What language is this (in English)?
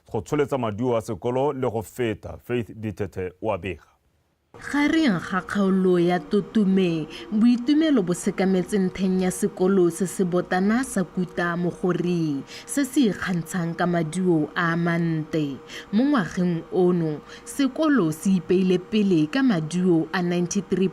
Tswana